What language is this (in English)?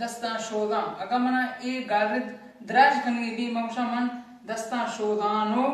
Baluchi